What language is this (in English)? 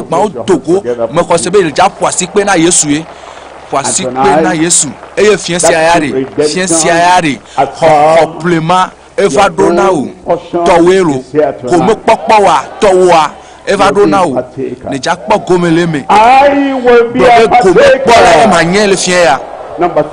Ewe